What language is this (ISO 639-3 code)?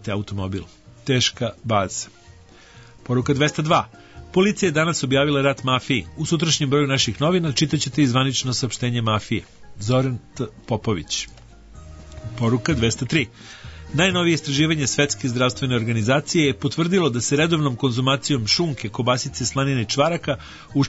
srp